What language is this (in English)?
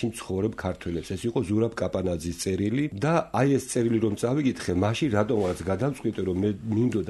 Georgian